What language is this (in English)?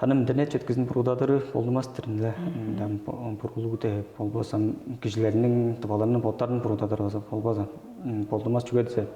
Tuvinian